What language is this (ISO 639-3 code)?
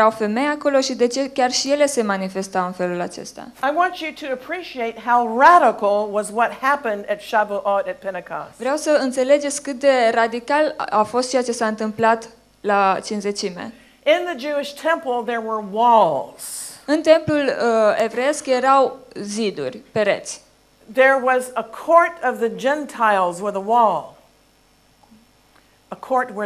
ron